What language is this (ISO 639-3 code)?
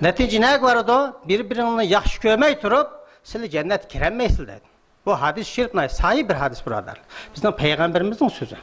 uig